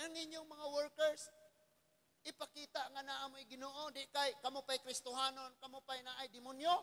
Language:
Cebuano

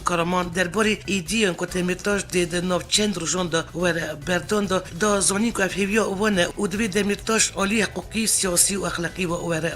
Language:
Kurdish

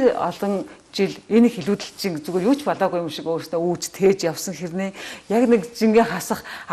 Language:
Mongolian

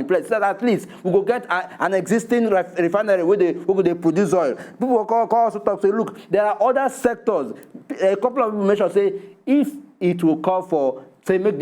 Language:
Nigerian Pidgin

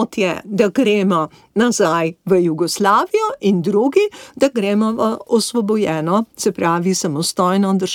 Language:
Slovenian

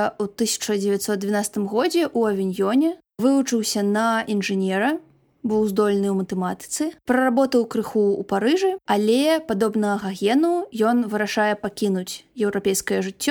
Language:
Belarusian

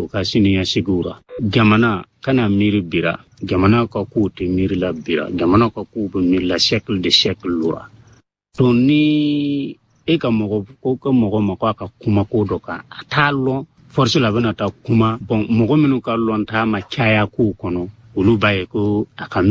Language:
Bambara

